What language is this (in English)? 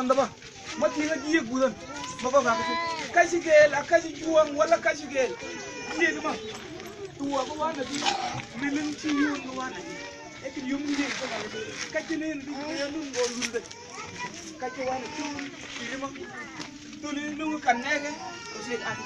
Mabaan